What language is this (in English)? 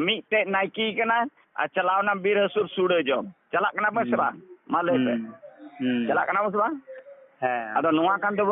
Santali